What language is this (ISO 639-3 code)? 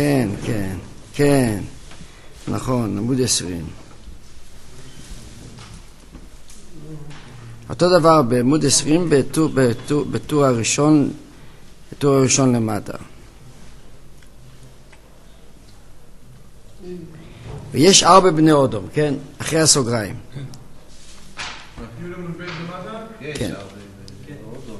heb